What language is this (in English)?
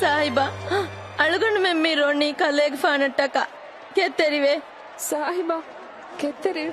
Divehi